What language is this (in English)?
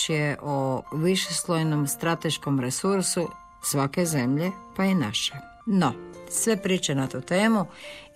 Croatian